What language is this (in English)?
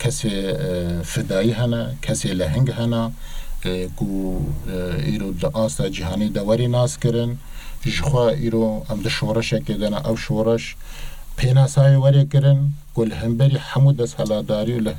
Kurdish